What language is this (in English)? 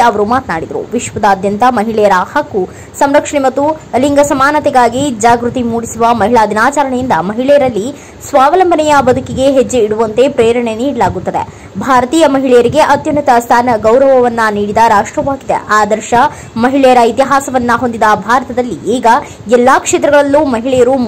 Kannada